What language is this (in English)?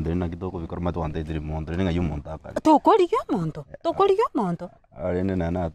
Gusii